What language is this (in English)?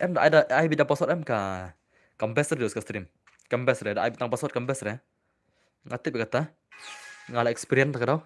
Khasi